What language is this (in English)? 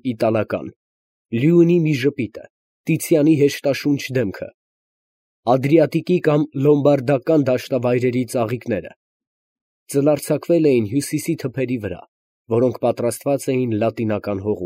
Armenian